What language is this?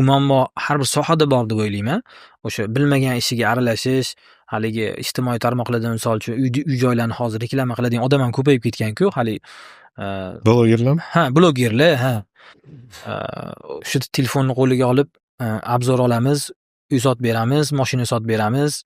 Uzbek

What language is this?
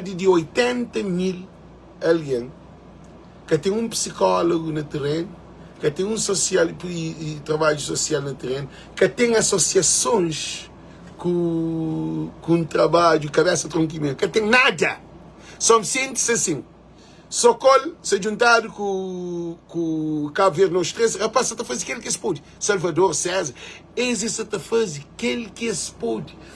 Kabuverdianu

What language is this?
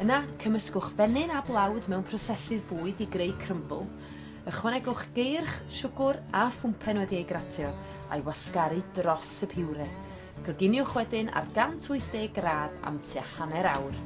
Welsh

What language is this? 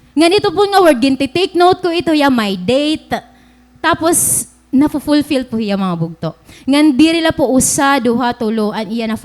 Waray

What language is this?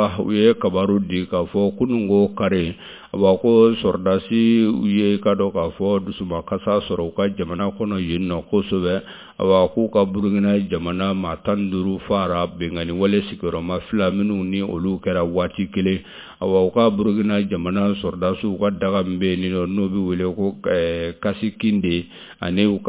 Bambara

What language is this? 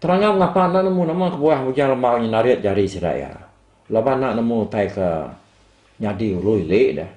Iban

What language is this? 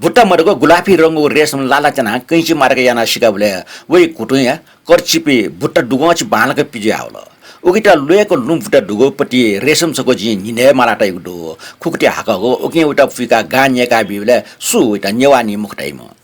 Newari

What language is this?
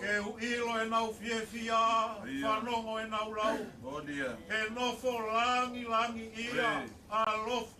Tongan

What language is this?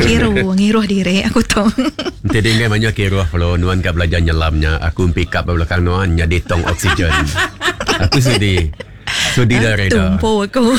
Iban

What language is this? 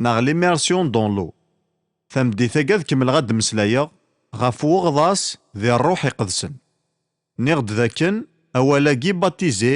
Kabyle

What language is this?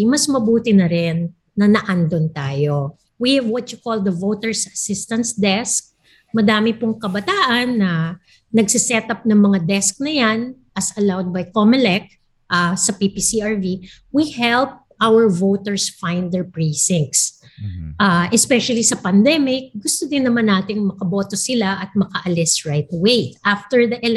Filipino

